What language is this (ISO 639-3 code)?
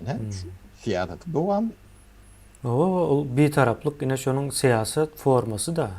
tuk